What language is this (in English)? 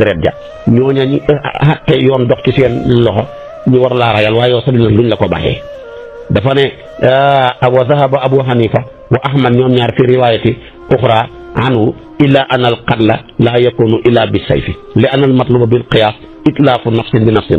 Wolof